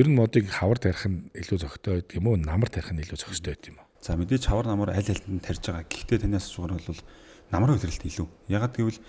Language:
Mongolian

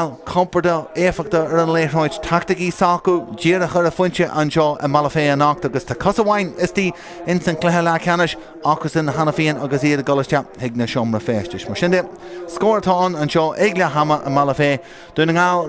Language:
Irish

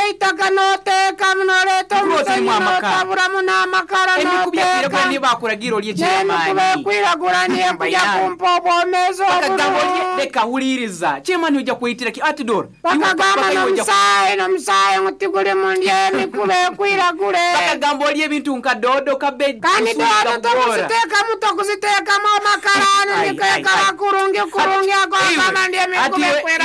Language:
Nyoro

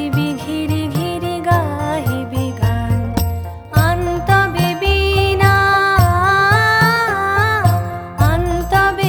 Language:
Bangla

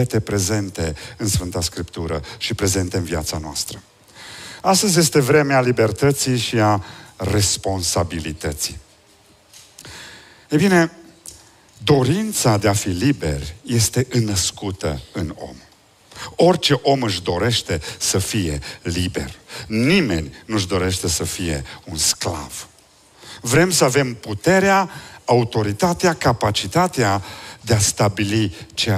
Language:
Romanian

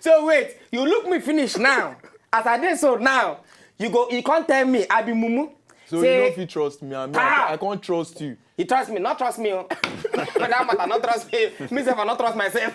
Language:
Nigerian Pidgin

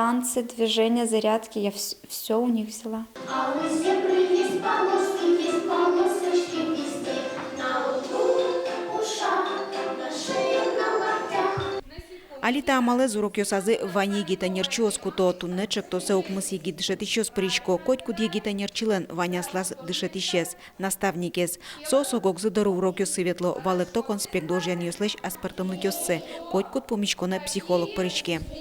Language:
Udmurt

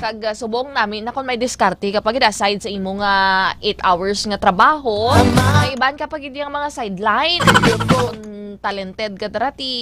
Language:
Hiligaynon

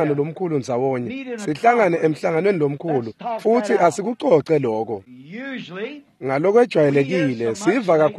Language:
Swati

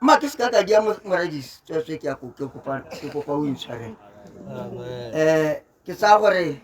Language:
Tswana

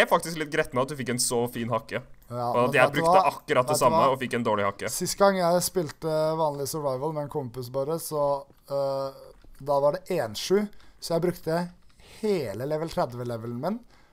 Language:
Norwegian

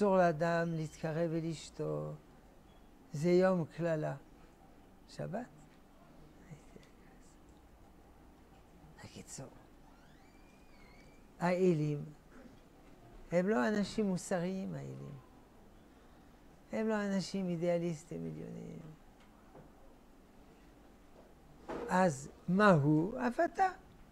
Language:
Hebrew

